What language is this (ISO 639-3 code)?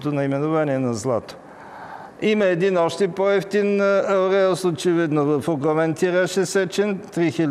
bul